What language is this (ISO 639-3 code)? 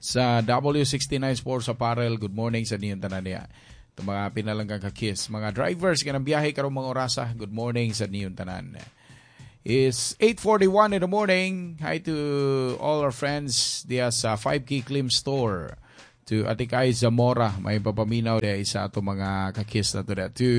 ceb